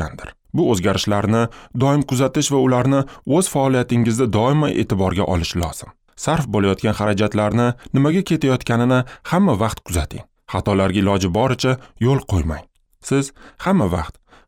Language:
Uzbek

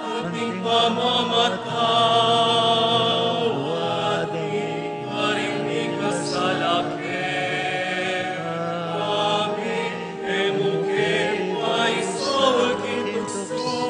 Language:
Pampanga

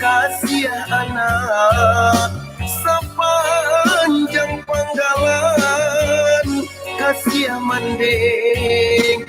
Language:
Minangkabau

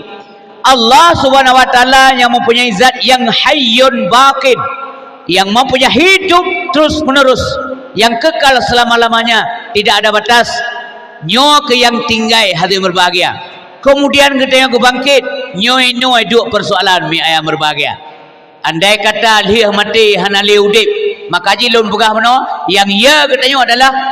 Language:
Achinese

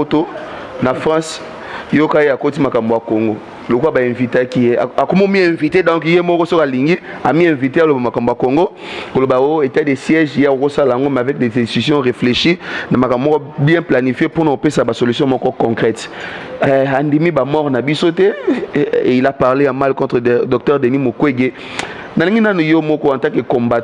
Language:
Lingala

